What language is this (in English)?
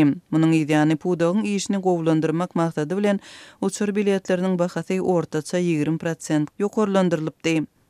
Turkmen